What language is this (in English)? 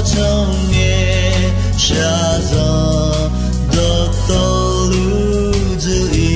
Akha